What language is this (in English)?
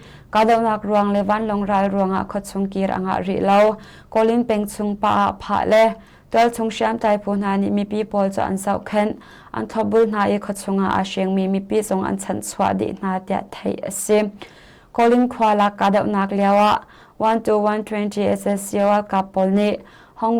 Hakha Chin